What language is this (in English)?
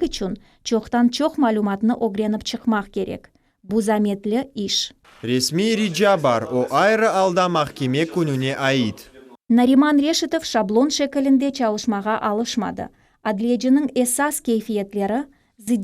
Crimean Tatar